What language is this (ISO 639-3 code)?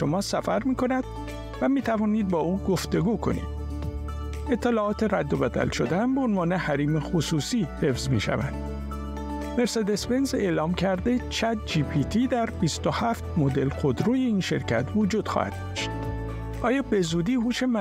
fas